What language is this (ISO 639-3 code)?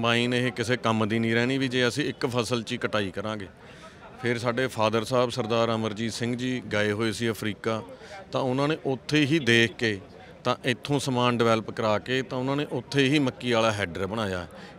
pan